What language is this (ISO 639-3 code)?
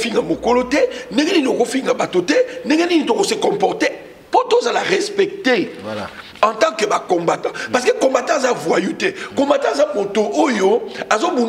lin